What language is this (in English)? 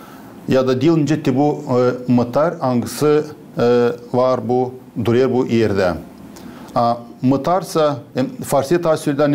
Gagauz